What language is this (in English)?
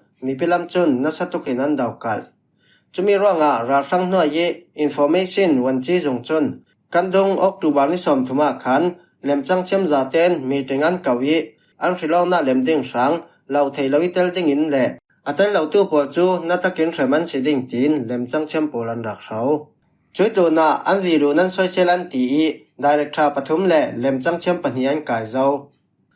Falam Chin